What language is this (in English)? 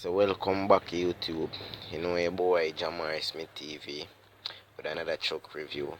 Jamaican Creole English